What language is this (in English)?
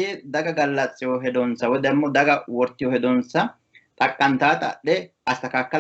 Sidamo